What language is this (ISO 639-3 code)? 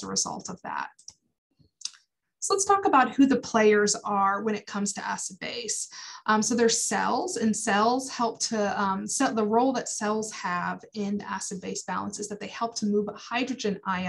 eng